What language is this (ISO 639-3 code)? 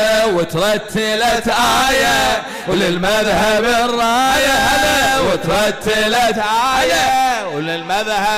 acm